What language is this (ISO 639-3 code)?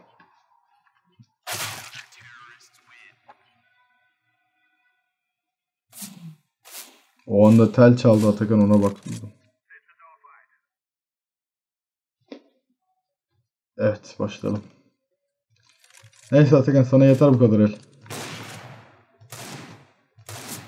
tur